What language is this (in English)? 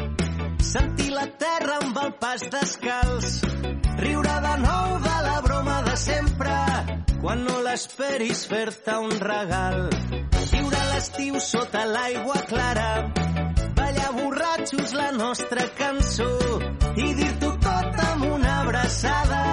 Catalan